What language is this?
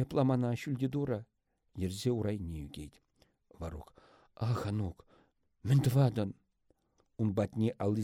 Chuvash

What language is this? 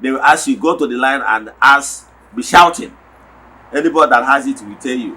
Igbo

